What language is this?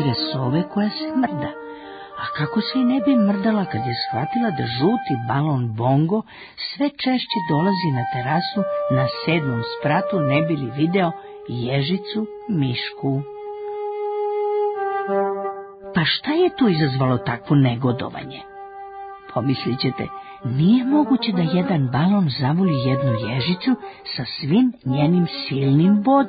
Serbian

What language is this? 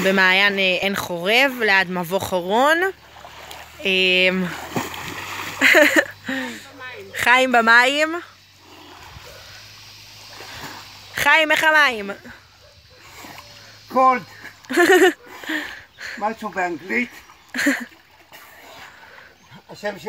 Hebrew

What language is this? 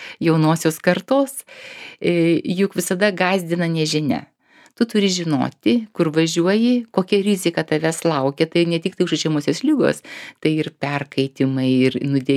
Lithuanian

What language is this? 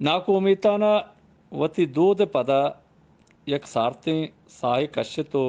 Eastern Balochi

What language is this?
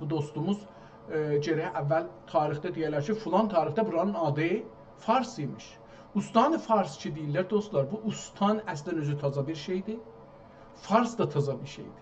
South Azerbaijani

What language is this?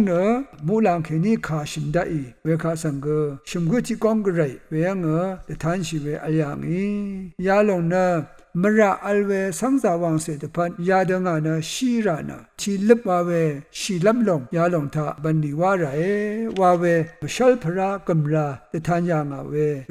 Rawang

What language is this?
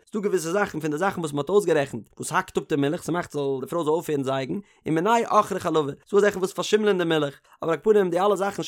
Yiddish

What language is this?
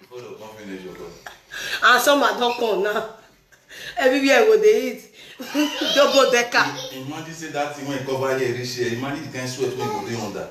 Nigerian Pidgin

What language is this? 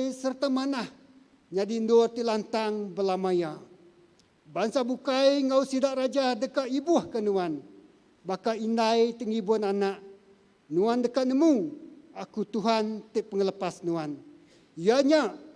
Iban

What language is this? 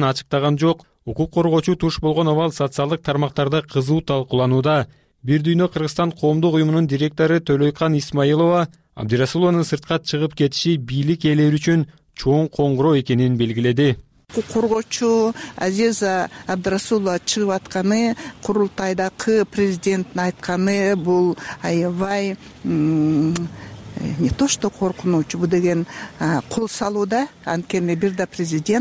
Kyrgyz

